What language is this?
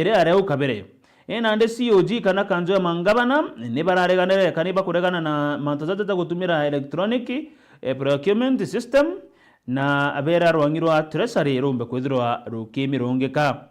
Meru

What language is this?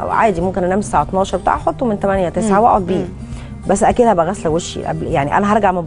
Egyptian Arabic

